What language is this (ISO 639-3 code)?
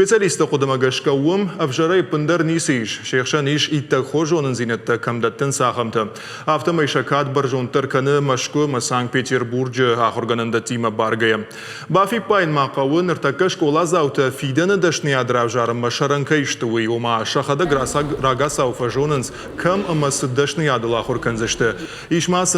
oss